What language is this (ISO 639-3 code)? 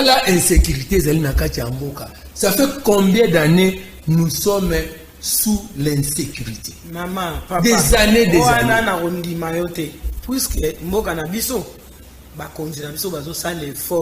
lin